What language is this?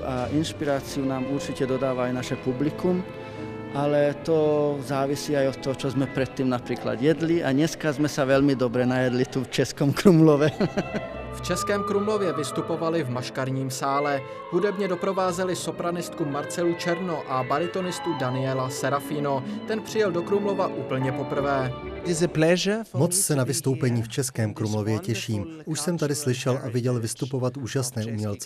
Czech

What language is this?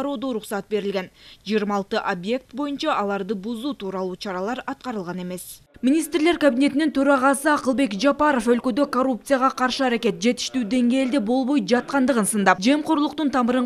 Kyrgyz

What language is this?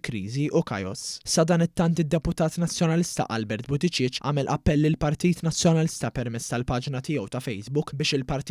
Maltese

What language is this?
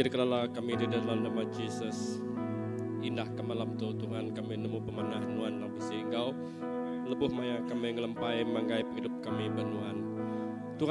Iban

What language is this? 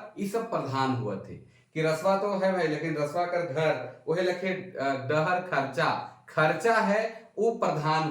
Sadri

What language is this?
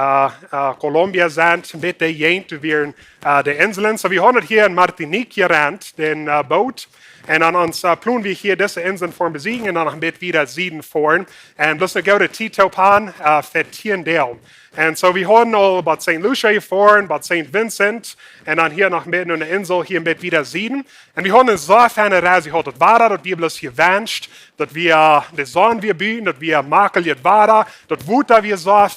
Plautdietsch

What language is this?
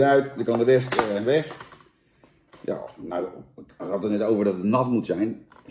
Dutch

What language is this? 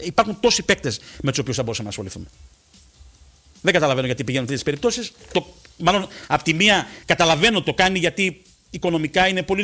Greek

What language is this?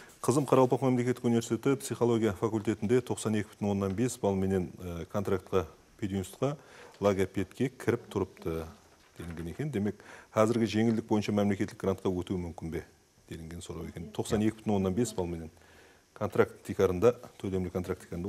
Kara-Kalpak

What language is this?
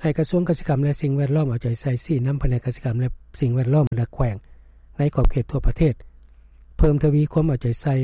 Lao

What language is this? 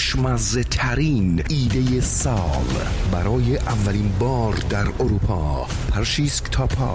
Persian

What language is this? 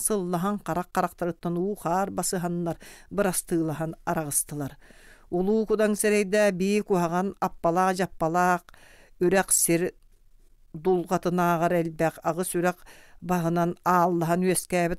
Yakut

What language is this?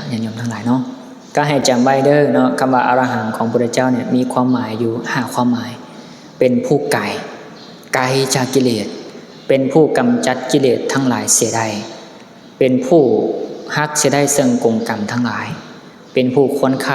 Lao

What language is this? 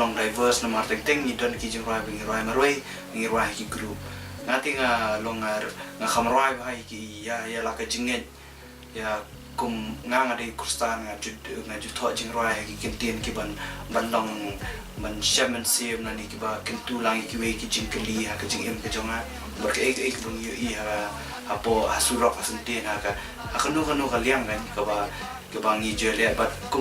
Khasi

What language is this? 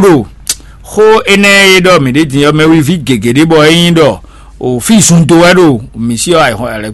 Fon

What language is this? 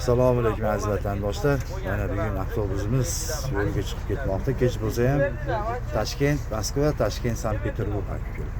Uzbek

